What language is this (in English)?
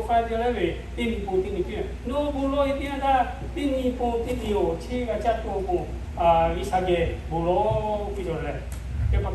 Lahu